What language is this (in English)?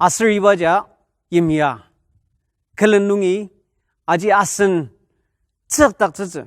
Ao Naga